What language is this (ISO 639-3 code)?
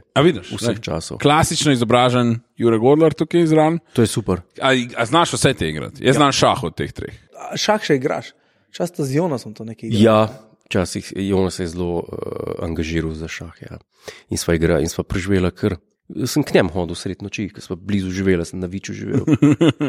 slv